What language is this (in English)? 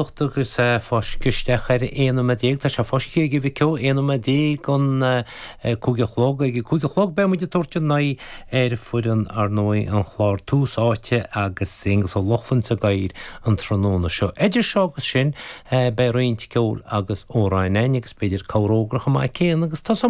Irish